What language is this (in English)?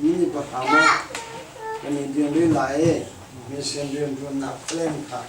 Hakha Chin